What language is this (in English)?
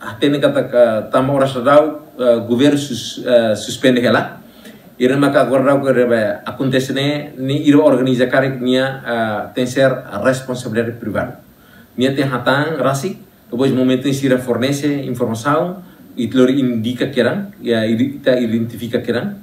Tetum